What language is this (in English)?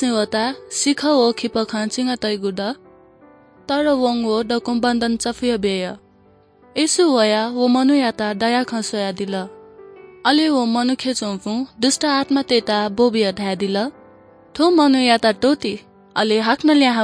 Newari